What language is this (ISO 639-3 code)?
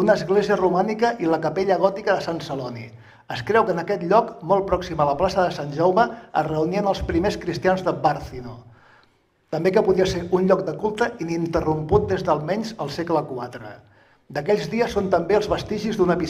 cat